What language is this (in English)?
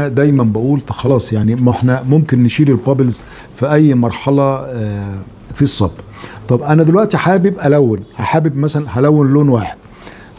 Egyptian Arabic